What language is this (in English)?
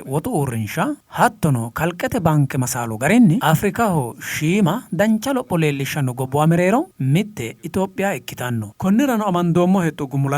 Sidamo